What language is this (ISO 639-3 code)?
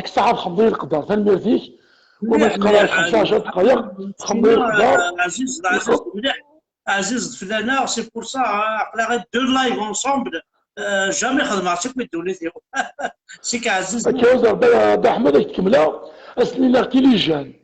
kab